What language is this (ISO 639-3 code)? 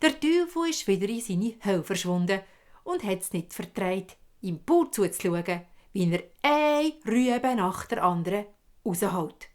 gsw